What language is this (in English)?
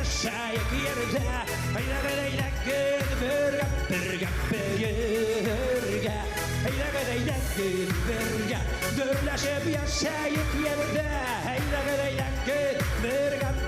Bashkir